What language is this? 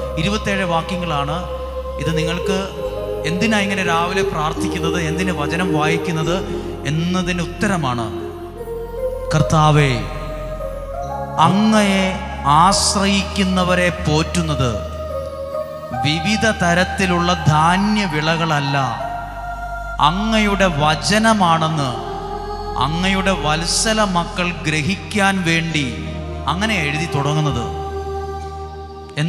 Malayalam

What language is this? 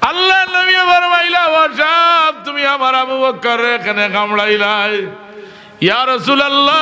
Sylheti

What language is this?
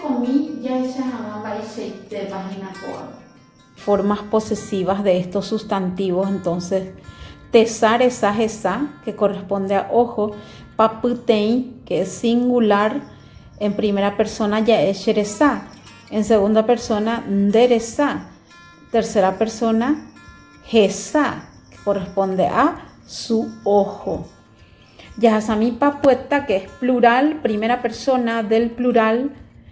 Guarani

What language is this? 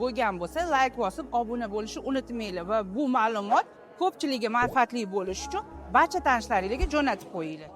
Uzbek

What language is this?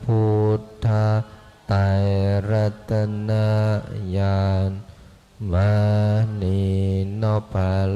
Pali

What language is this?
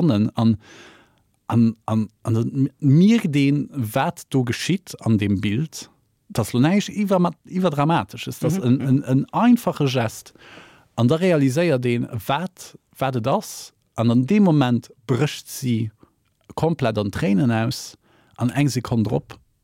Luxembourgish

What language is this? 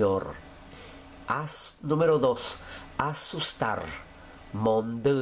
Guarani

